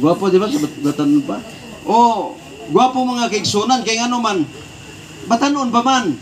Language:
Cebuano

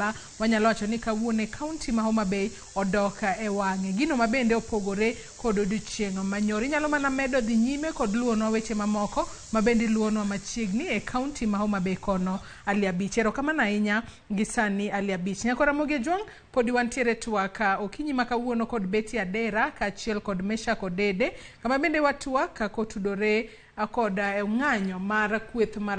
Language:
Luo (Kenya and Tanzania)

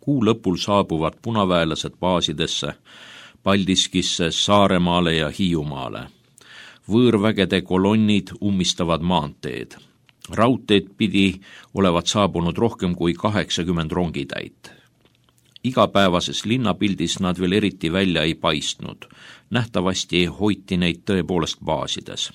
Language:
Estonian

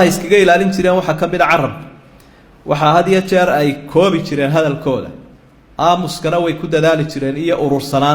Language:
Somali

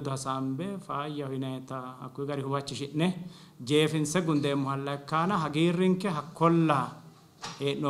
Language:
Sidamo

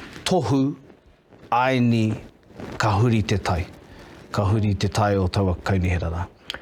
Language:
Māori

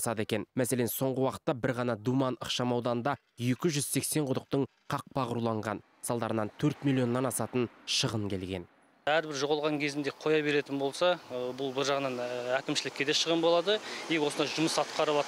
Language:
Kazakh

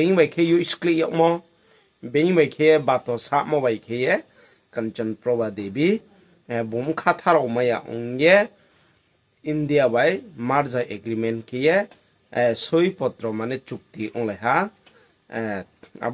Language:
Riang (India)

